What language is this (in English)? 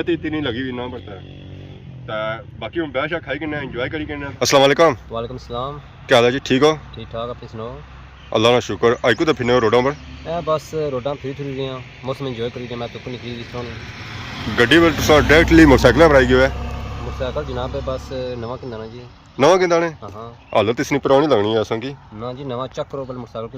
Pahari-Potwari